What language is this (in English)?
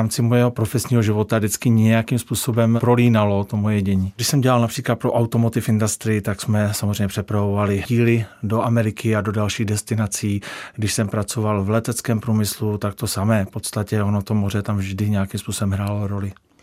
Czech